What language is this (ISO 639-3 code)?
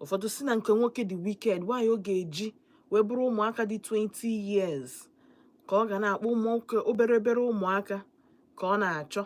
ibo